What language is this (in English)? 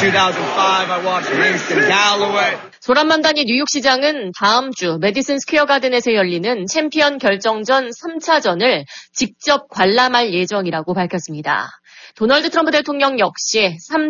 Korean